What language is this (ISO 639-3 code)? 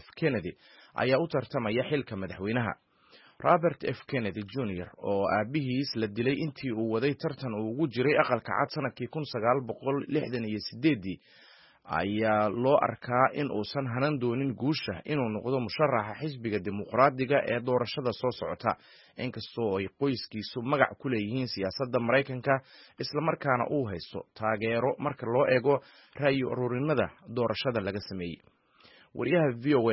som